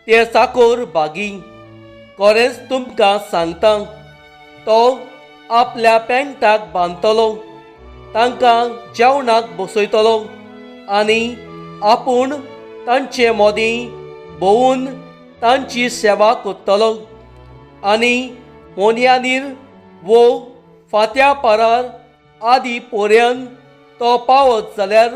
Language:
Konkani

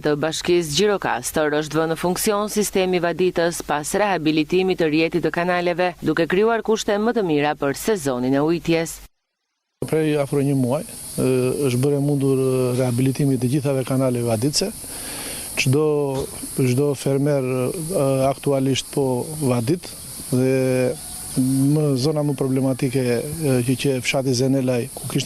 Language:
Albanian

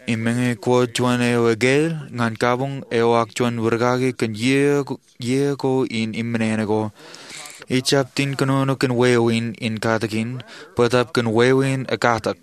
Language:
Marshallese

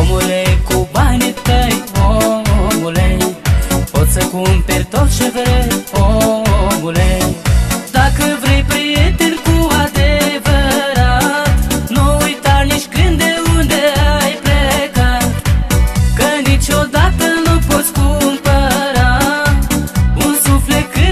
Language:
Romanian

